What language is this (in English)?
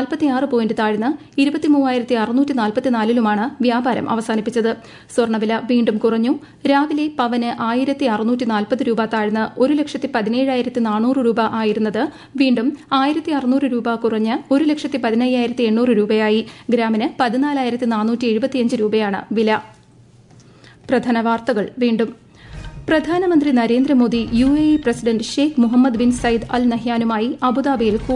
Malayalam